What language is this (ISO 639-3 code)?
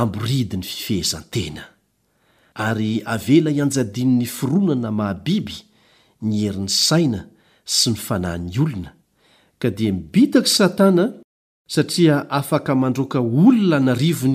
mlg